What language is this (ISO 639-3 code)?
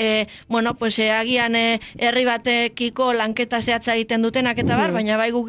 eus